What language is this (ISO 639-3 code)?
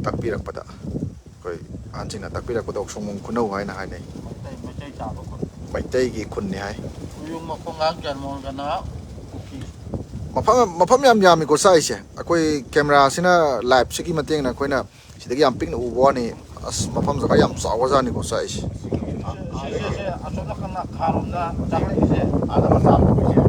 mni